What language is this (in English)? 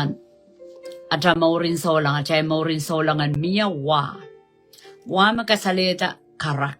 Pohnpeian